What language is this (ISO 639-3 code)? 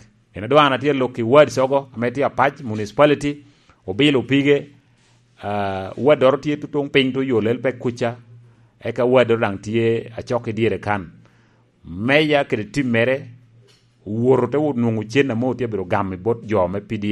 laj